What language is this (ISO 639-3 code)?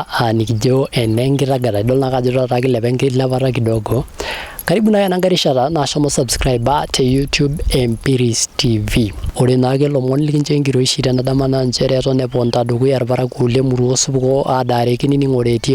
mas